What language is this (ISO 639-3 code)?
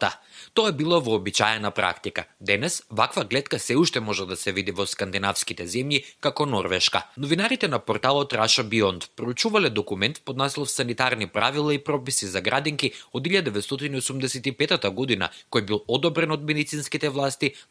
mkd